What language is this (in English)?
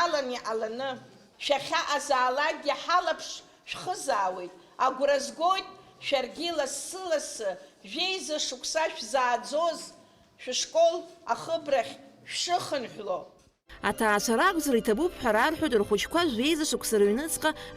Abkhazian